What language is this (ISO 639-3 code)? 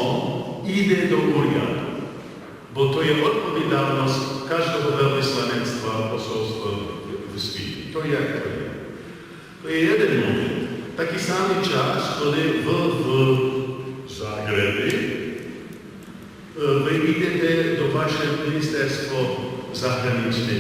rue